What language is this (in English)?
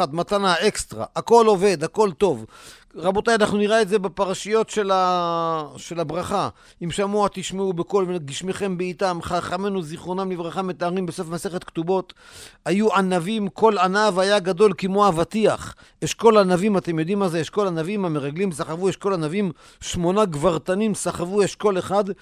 Hebrew